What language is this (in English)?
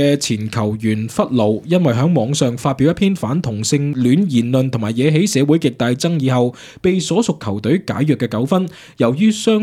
Cantonese